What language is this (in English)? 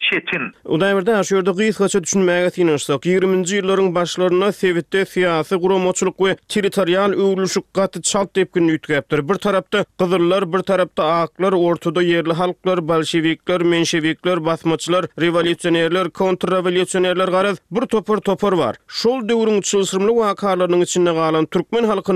Turkmen